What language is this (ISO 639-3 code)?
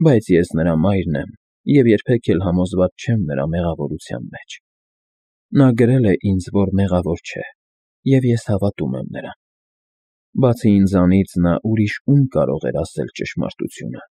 hye